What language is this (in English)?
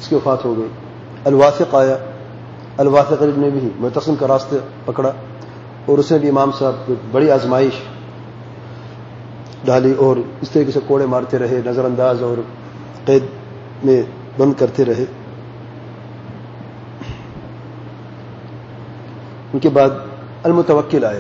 Urdu